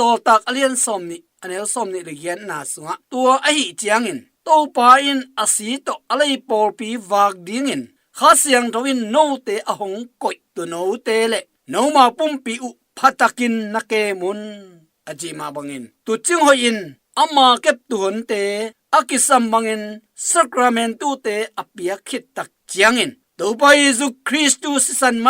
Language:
Tedim Chin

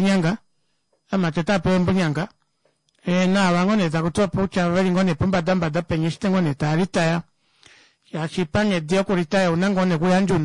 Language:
Kuanyama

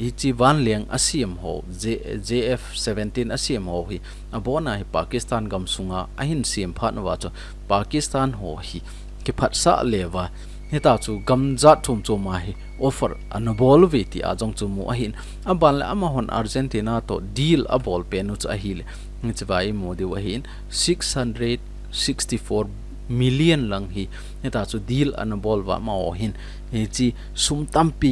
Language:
Thado Chin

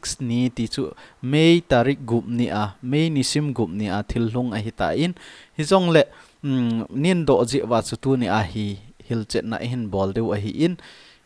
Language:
Thado Chin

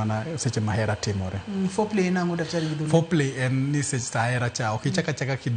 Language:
Luo (Kenya and Tanzania)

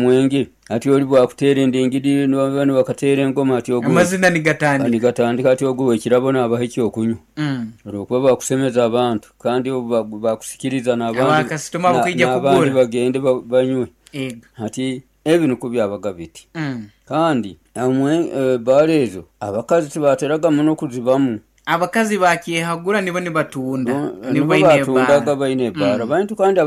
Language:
Nyoro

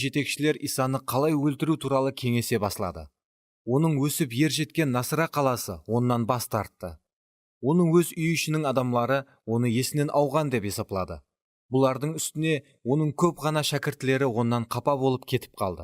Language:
Kara-Kalpak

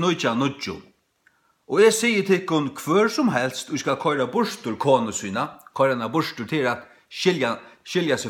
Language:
Faroese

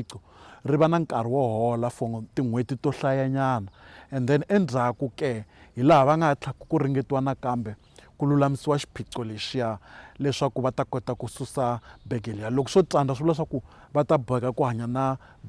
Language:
Tsonga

